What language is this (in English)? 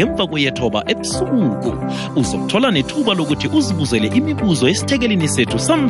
South Ndebele